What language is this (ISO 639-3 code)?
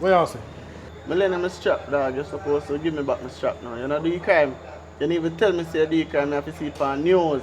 jam